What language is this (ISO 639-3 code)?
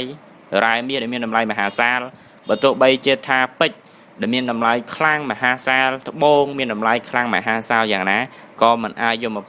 khm